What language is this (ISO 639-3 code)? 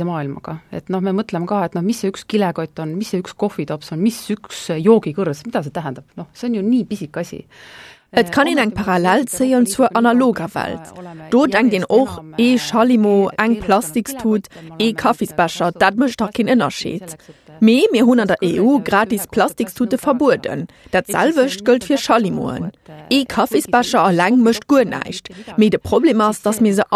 ltz